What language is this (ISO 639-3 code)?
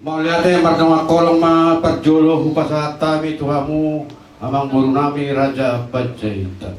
bbc